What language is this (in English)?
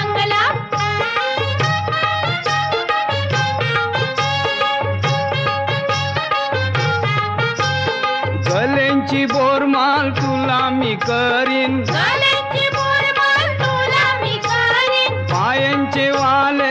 Marathi